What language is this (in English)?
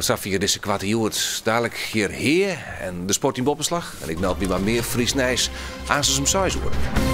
Western Frisian